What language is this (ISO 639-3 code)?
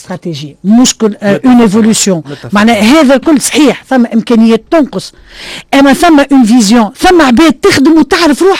aeb